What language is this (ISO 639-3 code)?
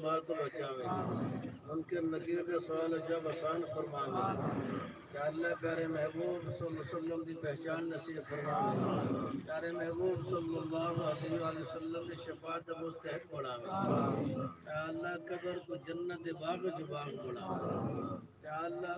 skr